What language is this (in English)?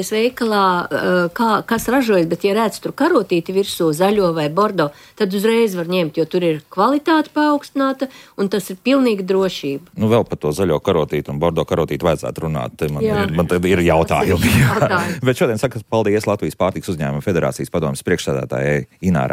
Latvian